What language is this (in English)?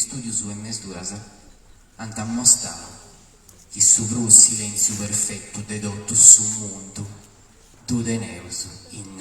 Sardinian